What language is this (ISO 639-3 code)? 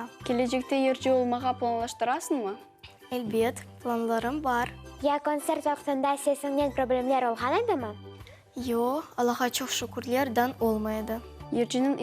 crh